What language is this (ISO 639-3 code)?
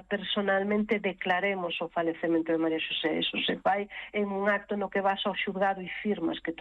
glg